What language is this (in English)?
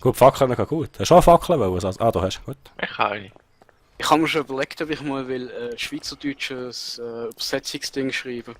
Swiss German